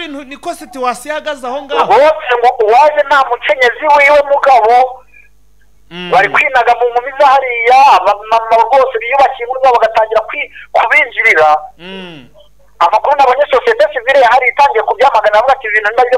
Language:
Kinyarwanda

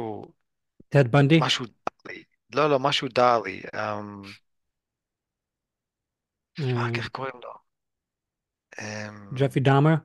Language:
Hebrew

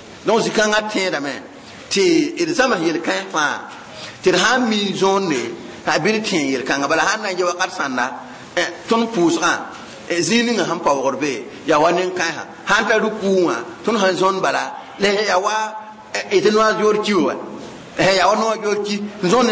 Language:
Mossi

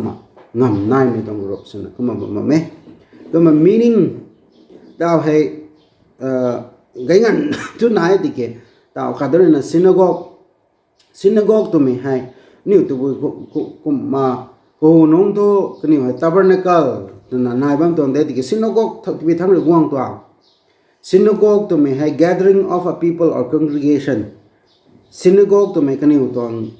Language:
Rongmei Naga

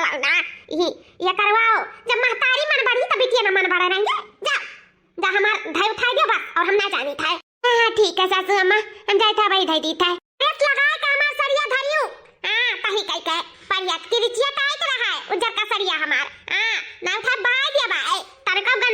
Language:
Awadhi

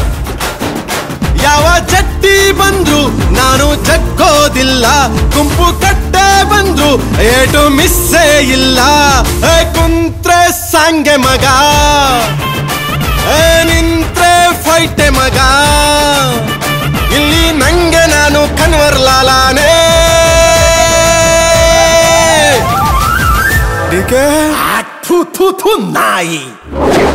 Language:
Kannada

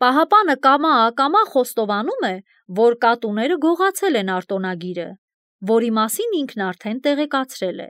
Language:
Armenian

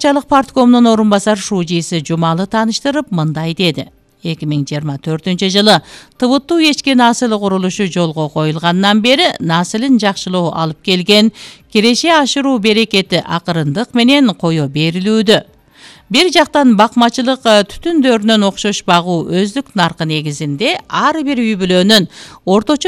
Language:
Kyrgyz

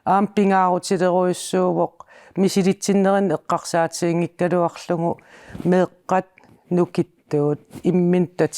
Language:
Kalaallisut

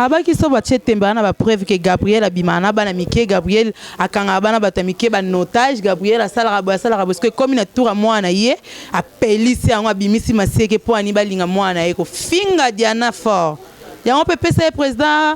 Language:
Lingala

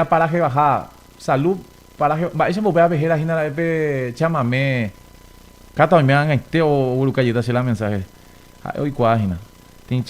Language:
Guarani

